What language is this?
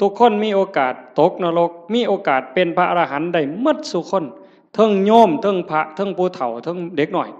Northeastern Thai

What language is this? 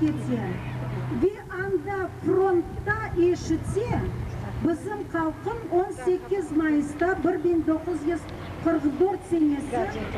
Crimean Tatar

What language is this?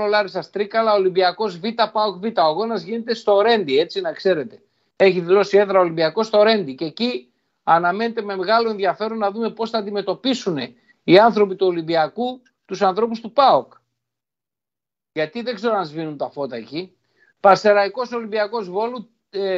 Greek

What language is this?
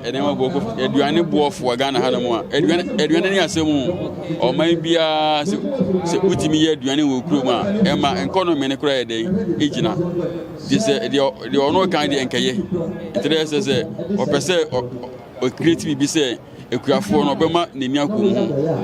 Akan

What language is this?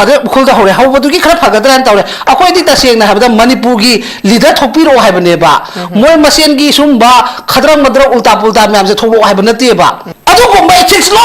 Manipuri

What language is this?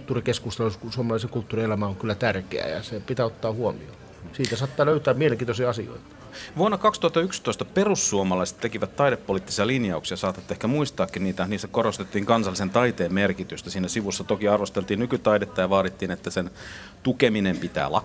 Finnish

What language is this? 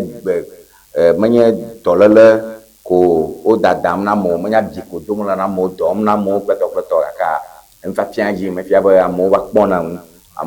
Ewe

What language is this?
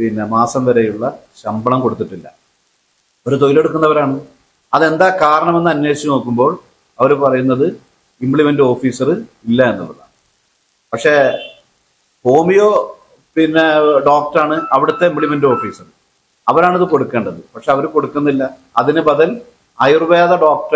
Malayalam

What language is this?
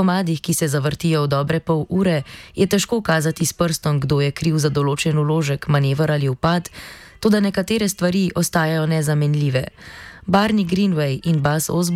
Slovenian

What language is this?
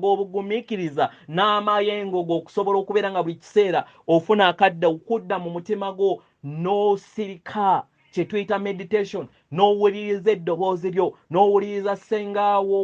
Ganda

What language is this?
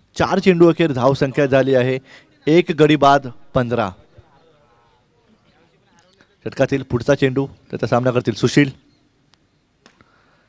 Marathi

